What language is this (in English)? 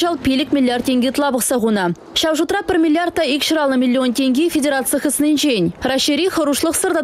Chuvash